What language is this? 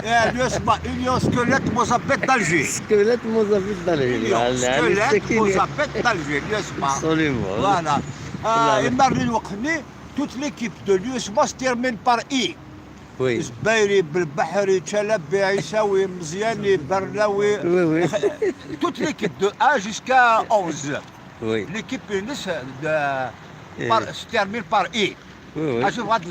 Kabyle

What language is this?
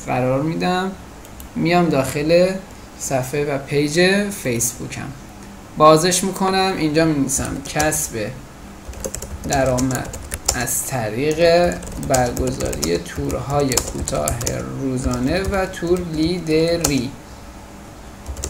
Persian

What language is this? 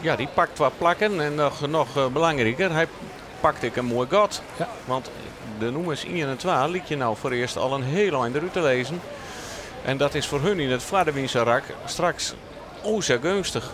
Western Frisian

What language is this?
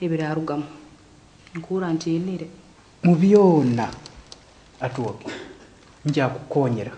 Nyoro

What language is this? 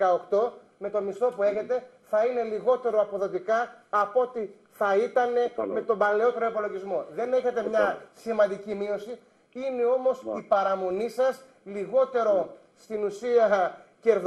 Greek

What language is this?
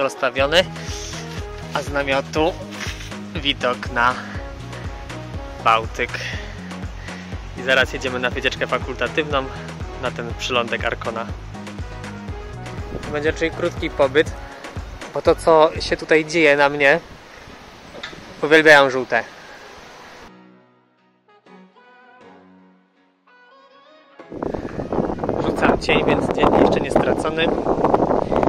Polish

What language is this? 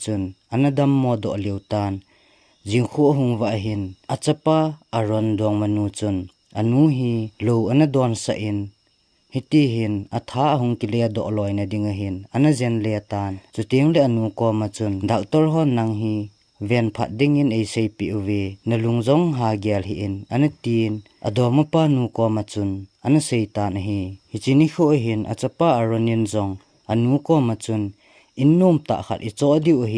Thado Chin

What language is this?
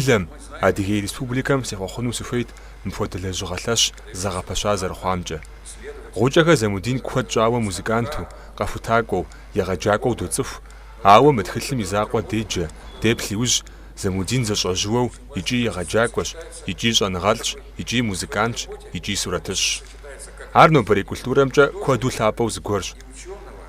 Kabardian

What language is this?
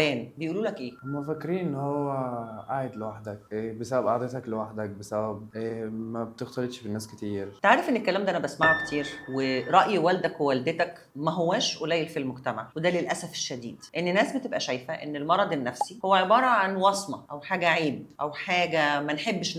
Egyptian Arabic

